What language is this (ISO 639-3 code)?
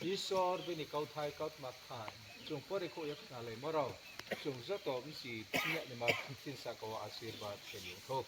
ria